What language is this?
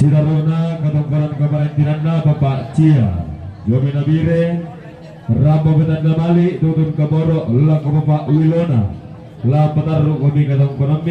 Toraja-Sa'dan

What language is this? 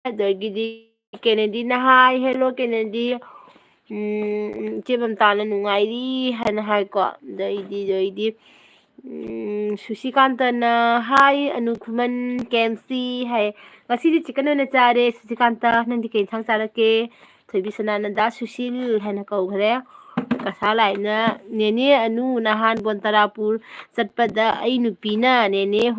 Manipuri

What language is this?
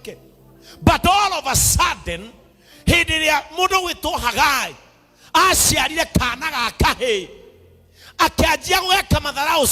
Kikuyu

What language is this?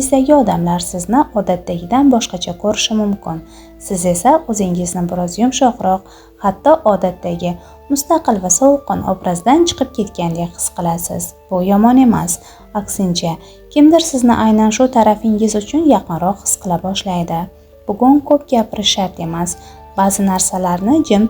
Uzbek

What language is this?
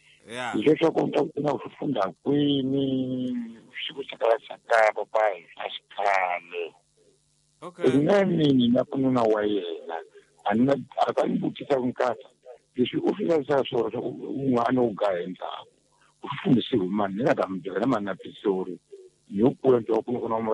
Tsonga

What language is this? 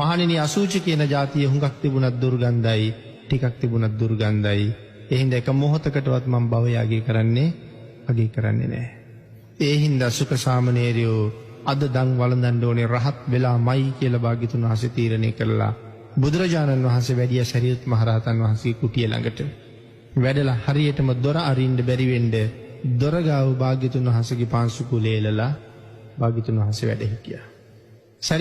Sinhala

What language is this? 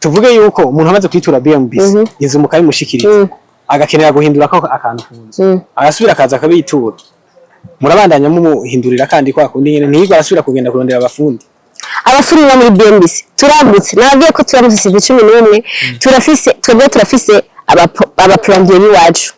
Rundi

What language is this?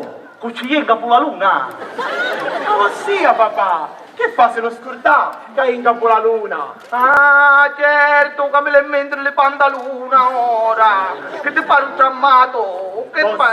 Sicilian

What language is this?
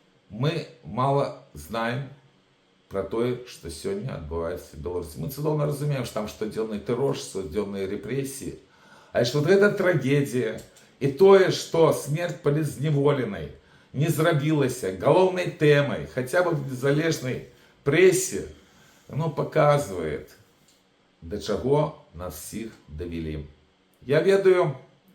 Belarusian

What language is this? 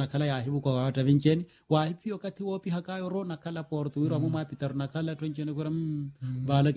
Swahili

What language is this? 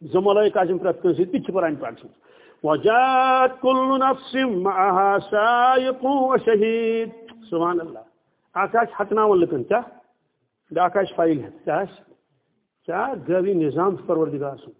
Kashmiri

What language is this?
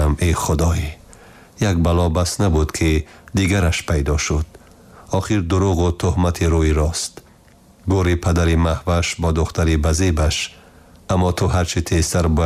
Tajik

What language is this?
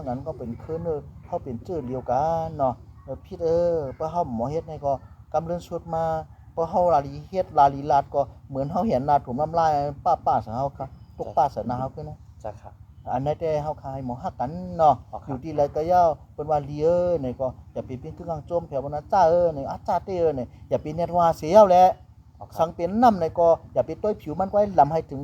Shan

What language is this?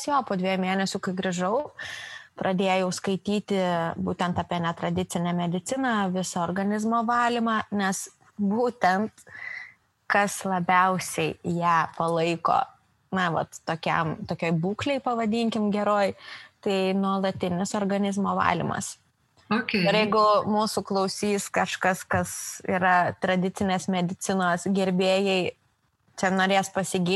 Lithuanian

